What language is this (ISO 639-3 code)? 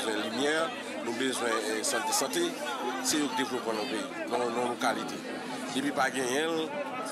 hat